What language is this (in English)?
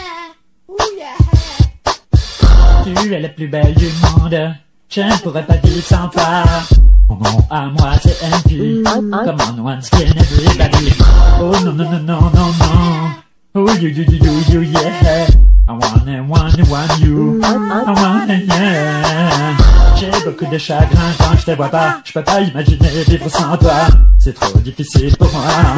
French